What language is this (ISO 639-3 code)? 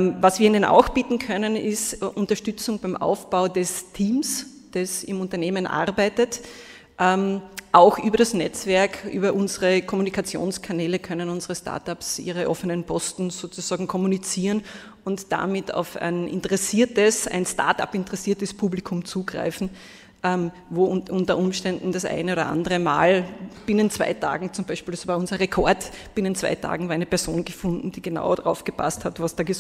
deu